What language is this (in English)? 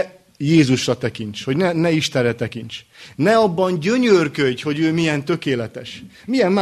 Hungarian